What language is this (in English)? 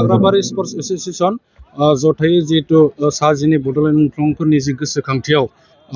Bodo